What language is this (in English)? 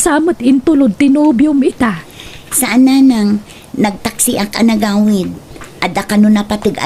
Iloko